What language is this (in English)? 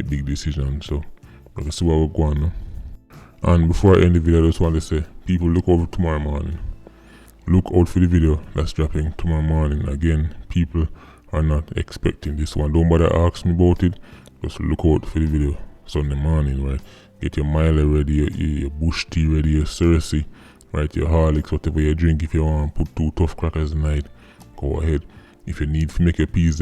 Jamaican Creole English